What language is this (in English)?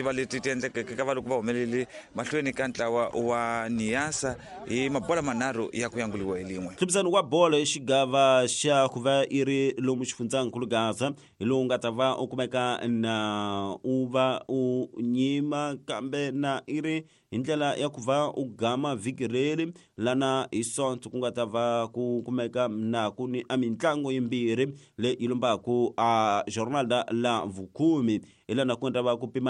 Tsonga